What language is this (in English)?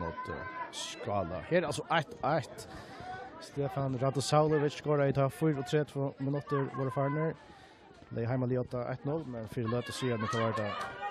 Faroese